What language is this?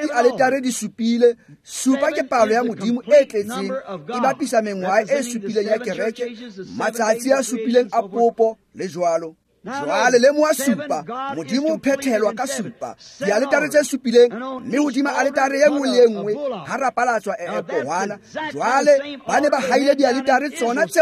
Tswana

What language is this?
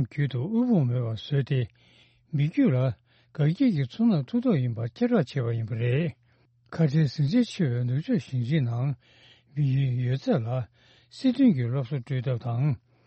Tibetan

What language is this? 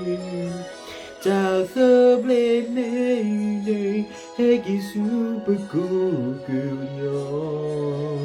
S'gaw Karen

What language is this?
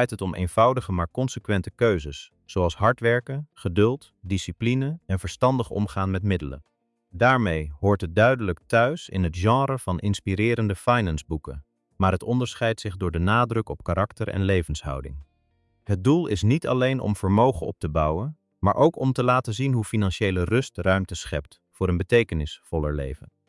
Dutch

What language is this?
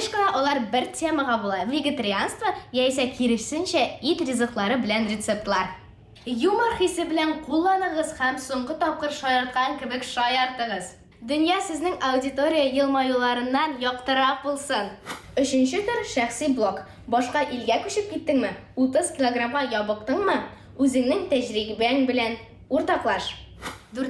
Tatar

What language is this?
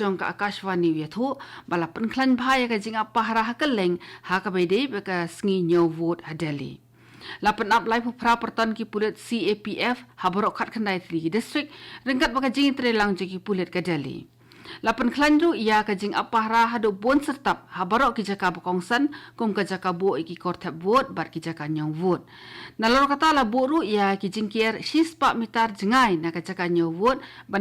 Khasi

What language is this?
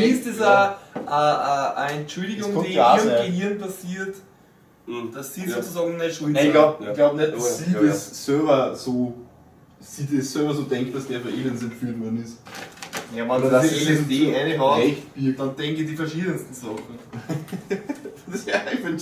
Bavarian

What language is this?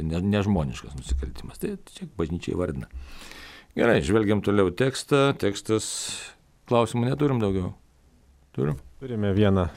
Lithuanian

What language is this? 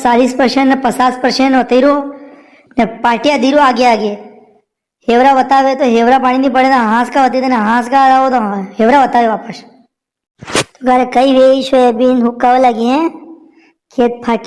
Rajasthani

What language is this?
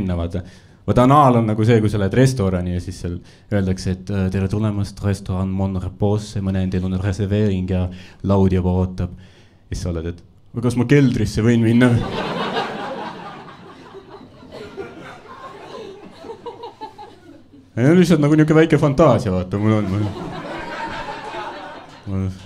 Estonian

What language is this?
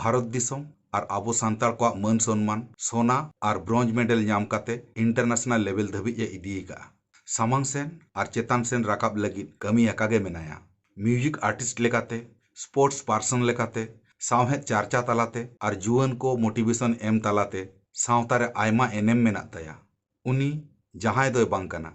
Santali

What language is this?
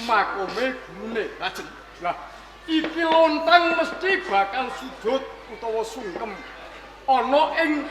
Javanese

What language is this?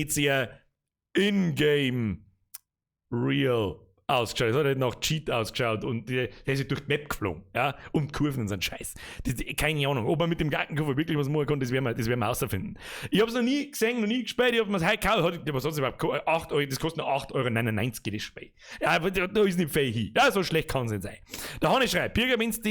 Bavarian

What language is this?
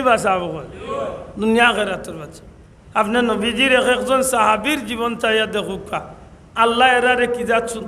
Sylheti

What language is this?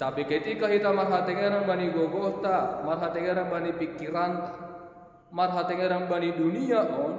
Batak Simalungun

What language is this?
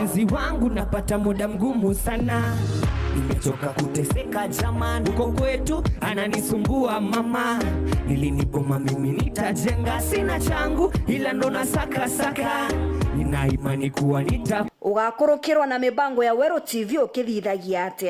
Meru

